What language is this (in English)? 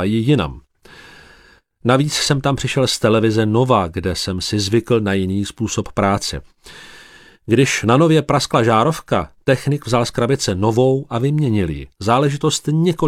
Czech